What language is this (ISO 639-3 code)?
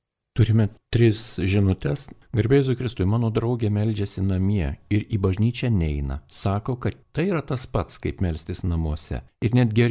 lit